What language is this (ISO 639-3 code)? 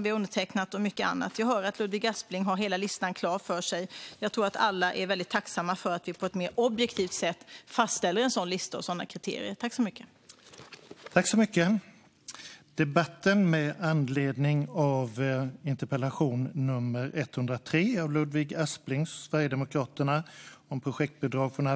swe